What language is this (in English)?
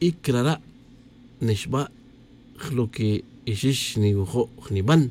Tz'utujil